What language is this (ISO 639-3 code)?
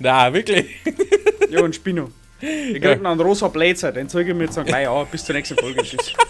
bar